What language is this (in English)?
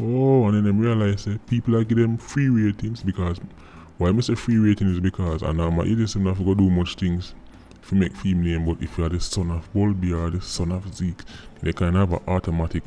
Jamaican Creole English